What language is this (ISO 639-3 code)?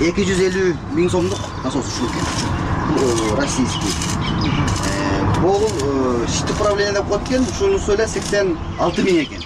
kir